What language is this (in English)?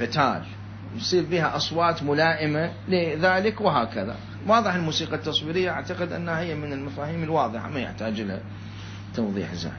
Mesopotamian Arabic